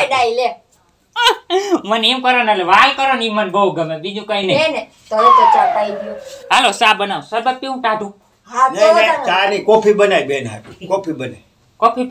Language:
Gujarati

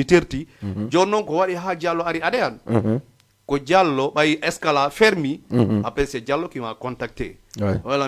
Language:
Fula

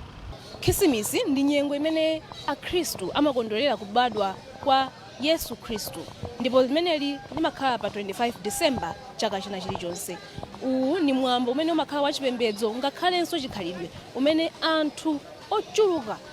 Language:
Nyanja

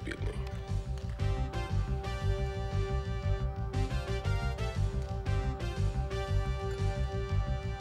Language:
Swedish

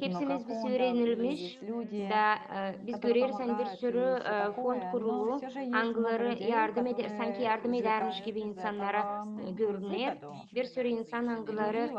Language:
Gagauz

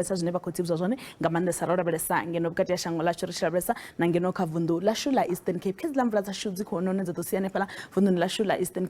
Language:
Venda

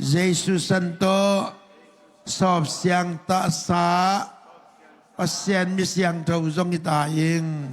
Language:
Tedim Chin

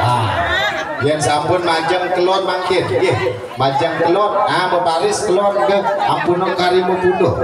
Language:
Balinese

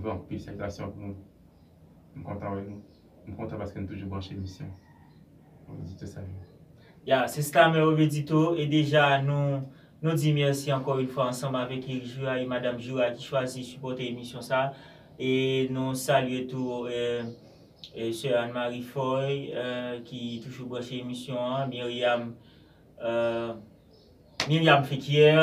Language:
Haitian Creole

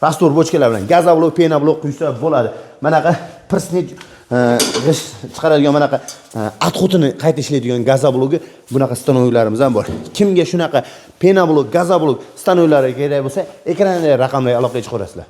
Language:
Uzbek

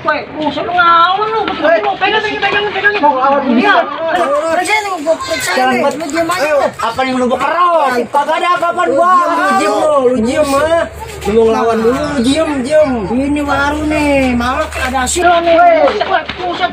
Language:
Betawi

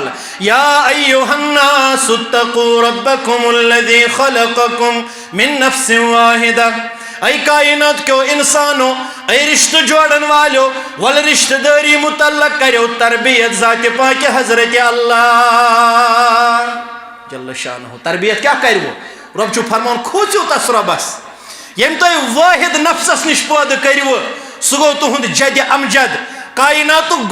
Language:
Kashmiri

